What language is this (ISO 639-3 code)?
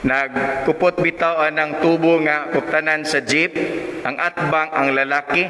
ceb